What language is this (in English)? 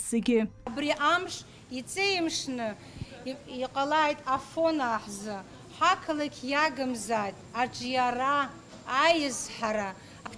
Abkhazian